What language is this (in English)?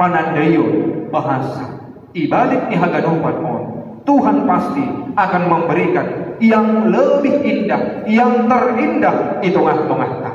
Batak Simalungun